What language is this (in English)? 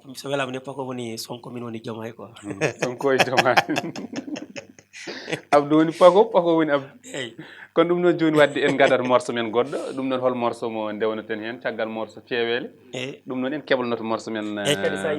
Fula